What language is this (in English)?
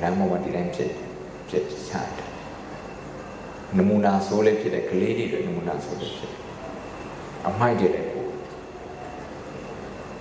Burmese